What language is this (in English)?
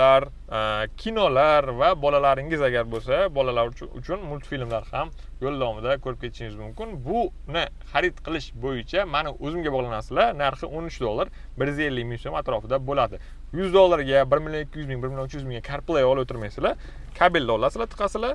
Uzbek